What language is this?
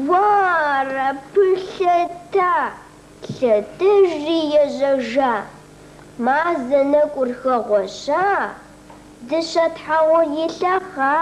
Kabardian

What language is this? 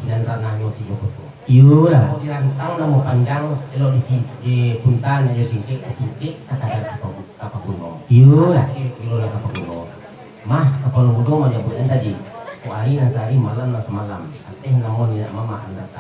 Minangkabau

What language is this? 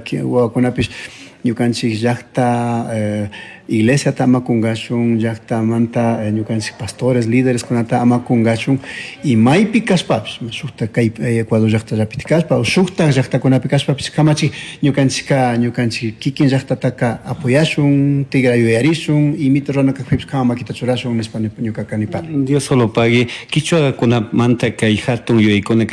Chimborazo Highland Quichua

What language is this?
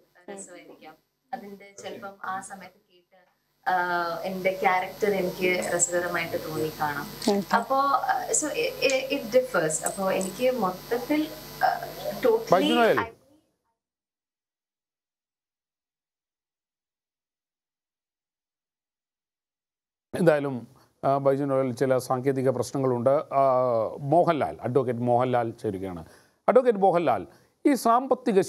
Malayalam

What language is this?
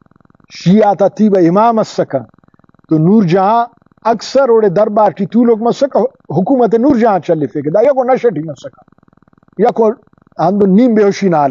Brahui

